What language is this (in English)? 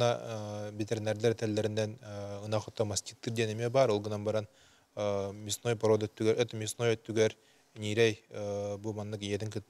Yakut